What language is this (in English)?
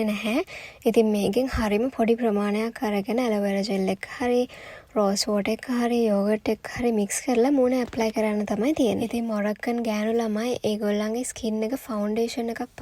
Sinhala